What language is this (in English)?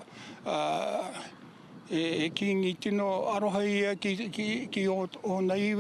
Māori